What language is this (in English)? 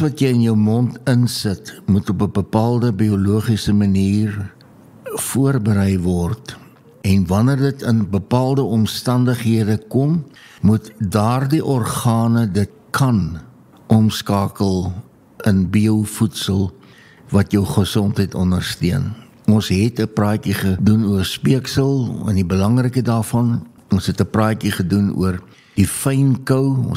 Afrikaans